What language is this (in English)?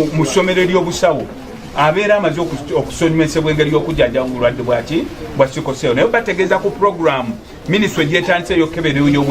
Ganda